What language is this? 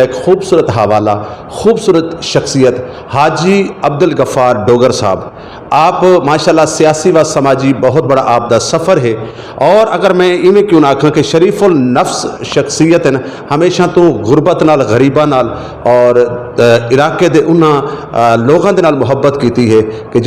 Western Panjabi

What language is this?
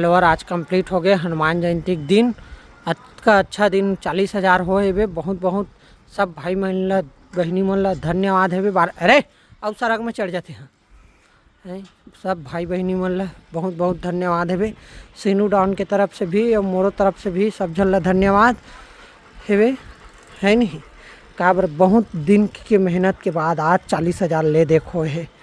Chhattisgarhi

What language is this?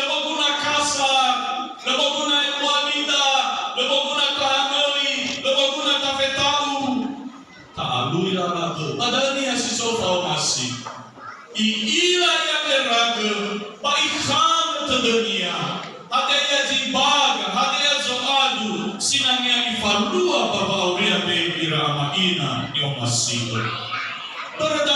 Nias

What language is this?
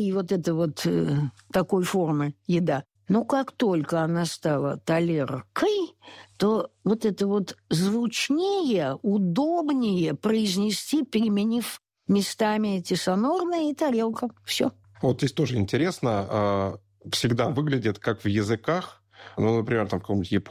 Russian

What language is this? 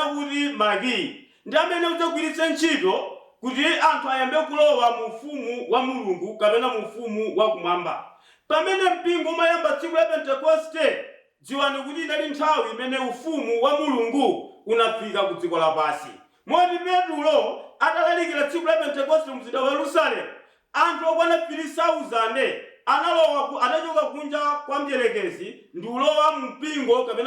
Nyanja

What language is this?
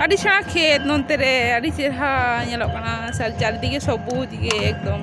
Santali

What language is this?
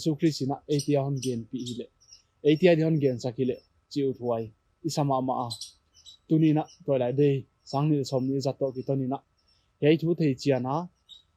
Paite Chin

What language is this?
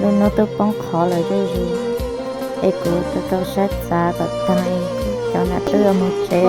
Hmong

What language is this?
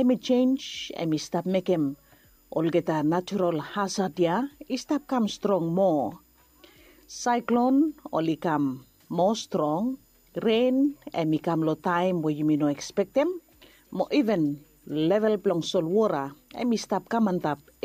Bislama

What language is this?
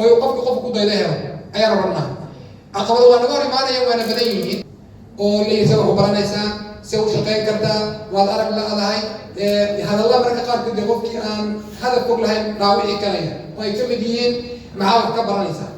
Somali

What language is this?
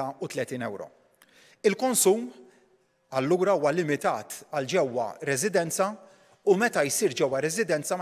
Maltese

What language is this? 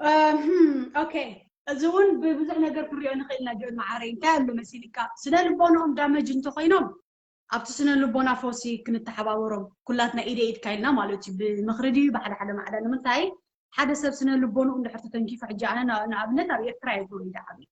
Tigrinya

